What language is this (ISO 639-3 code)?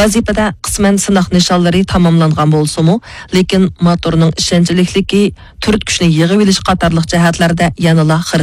uig